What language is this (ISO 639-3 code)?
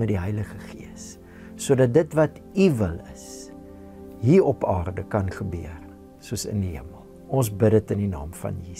afr